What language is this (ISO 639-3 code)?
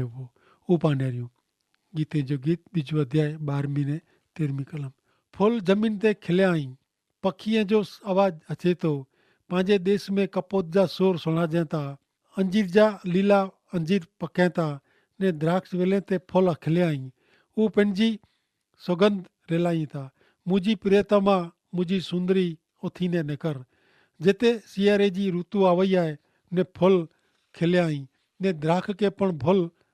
kfr